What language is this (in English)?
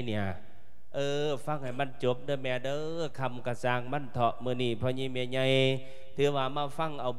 Lao